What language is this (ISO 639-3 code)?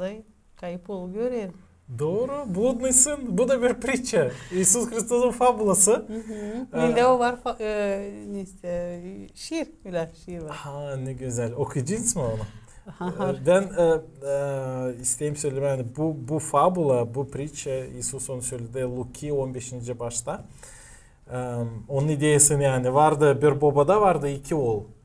gag